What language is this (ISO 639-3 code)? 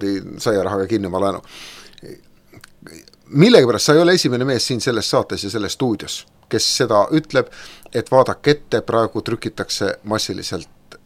est